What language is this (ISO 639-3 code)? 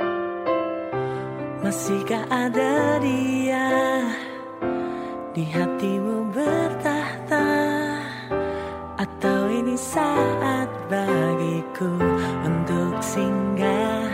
ind